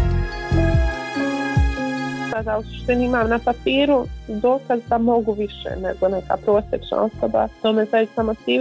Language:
Bosnian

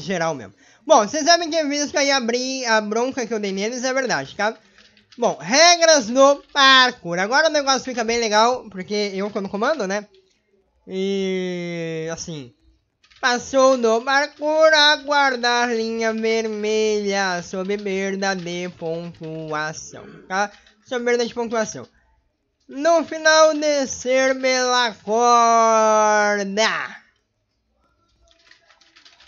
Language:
Portuguese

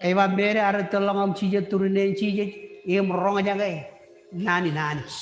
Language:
Marshallese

